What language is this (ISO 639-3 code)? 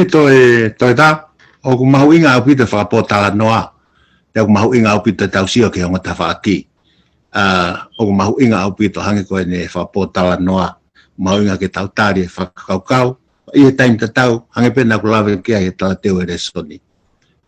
ton